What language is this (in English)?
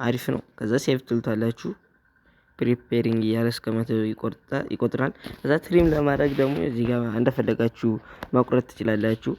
Amharic